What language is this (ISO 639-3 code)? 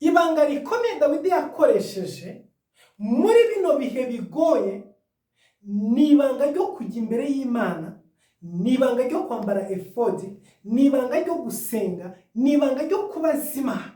kin